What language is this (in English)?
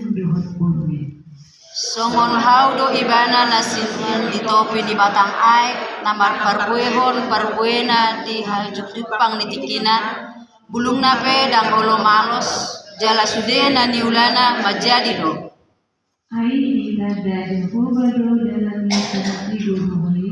Batak Toba